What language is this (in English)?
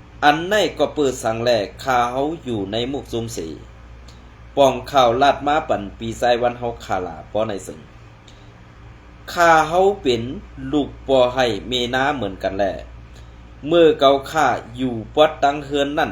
Shan